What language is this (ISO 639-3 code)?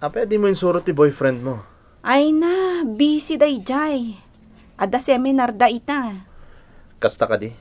ilo